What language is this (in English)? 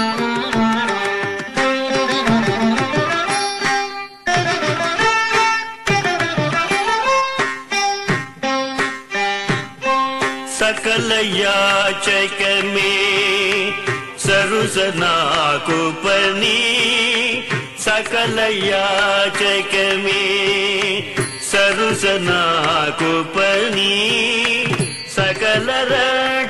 Telugu